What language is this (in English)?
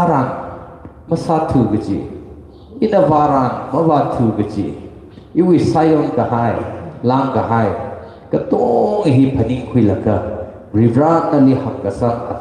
Tangkhul Naga (India)